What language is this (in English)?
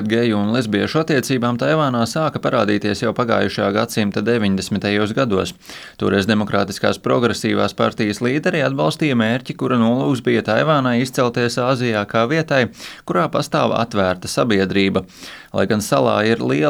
Latvian